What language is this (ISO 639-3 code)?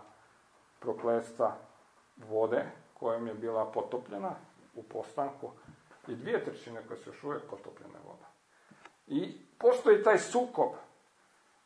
hrv